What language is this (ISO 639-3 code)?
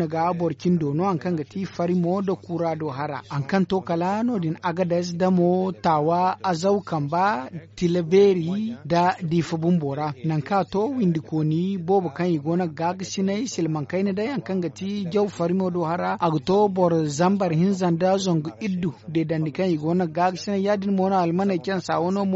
dje